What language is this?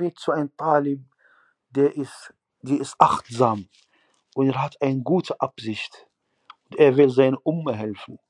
German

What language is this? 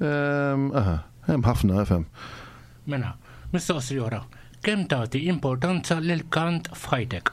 Maltese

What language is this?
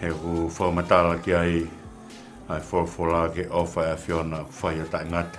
Tongan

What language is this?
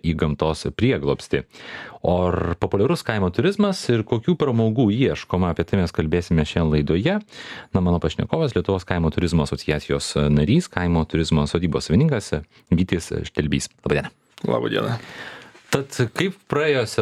Lithuanian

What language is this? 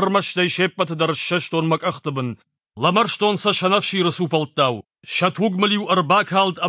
Ossetic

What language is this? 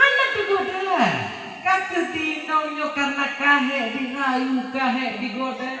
Achinese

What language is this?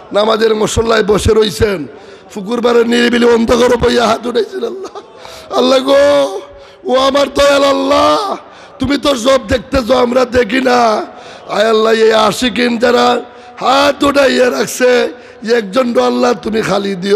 Sylheti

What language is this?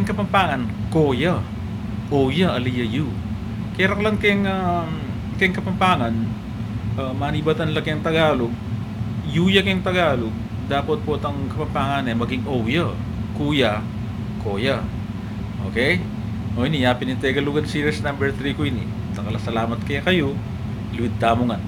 Pampanga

